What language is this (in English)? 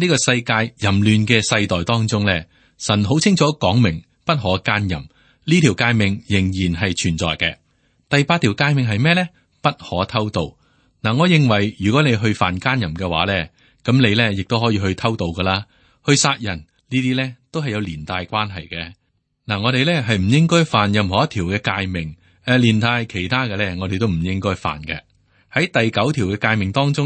Cantonese